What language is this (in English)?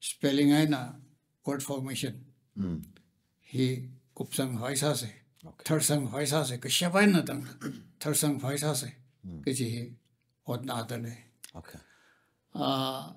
Tangkhul Naga (India)